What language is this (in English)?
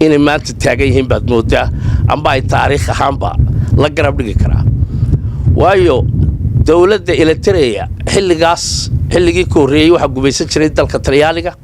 Somali